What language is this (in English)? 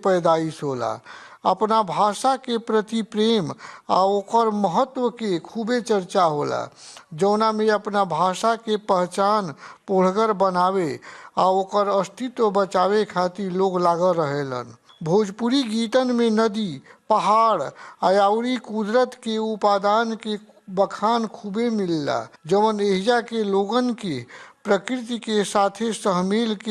Bhojpuri